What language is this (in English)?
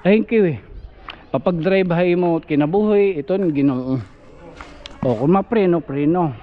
Waray